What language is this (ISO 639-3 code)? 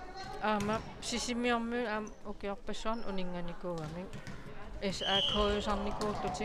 kal